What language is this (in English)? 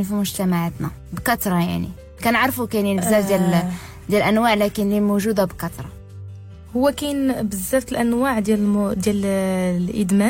Moroccan Arabic